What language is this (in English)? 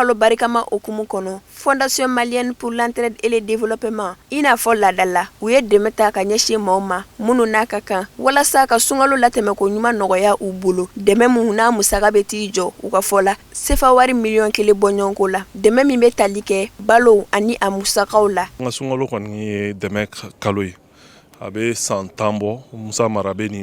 Bambara